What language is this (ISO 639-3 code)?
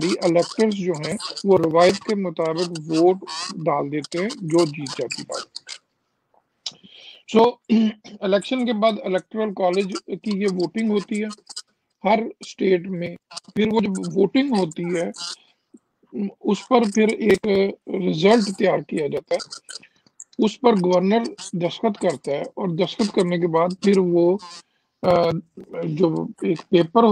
urd